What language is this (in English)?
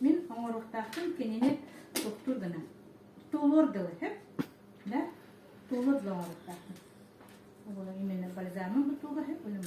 Yakut